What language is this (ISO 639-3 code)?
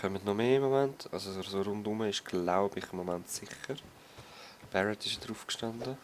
gsw